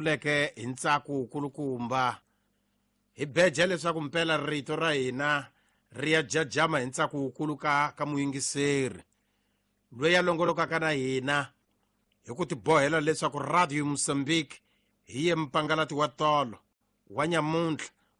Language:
Tsonga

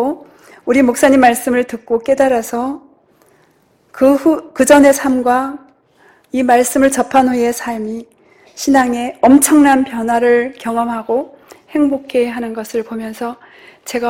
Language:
Korean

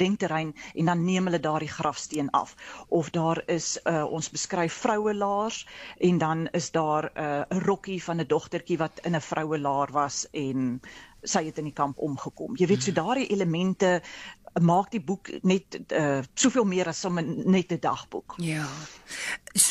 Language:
Afrikaans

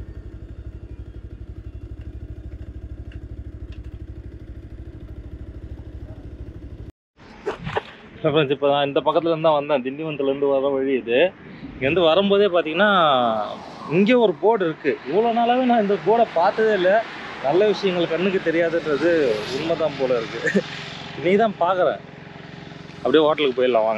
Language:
Tamil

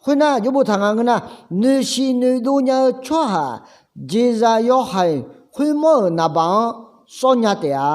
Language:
Akha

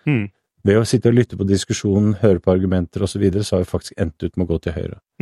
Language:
Norwegian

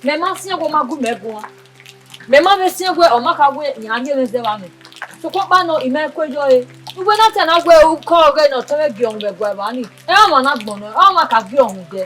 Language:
Bini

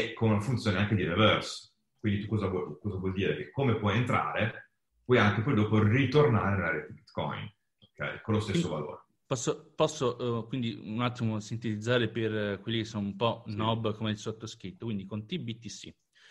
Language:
Italian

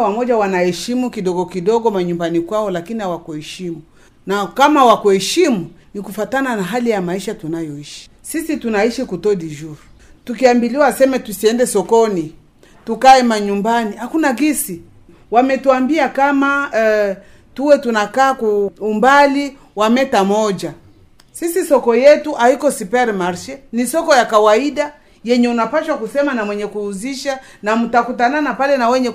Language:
Swahili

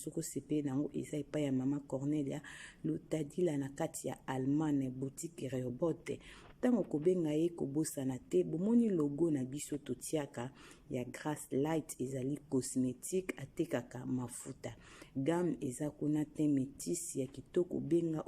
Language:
Lingala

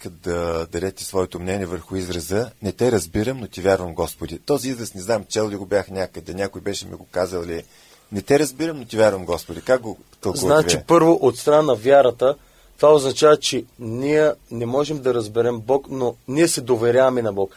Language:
Bulgarian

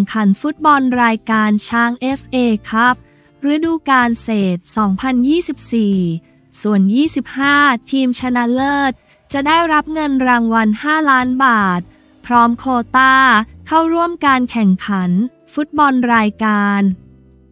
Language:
Thai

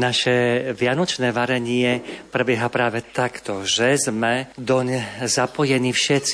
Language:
Slovak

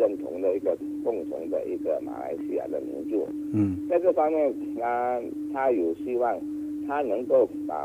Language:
Chinese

